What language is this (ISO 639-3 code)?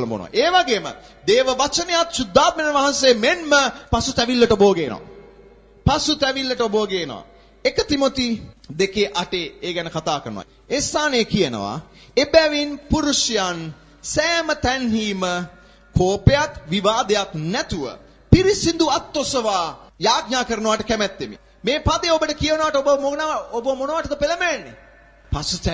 sin